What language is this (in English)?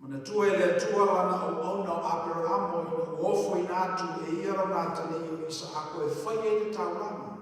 Samoan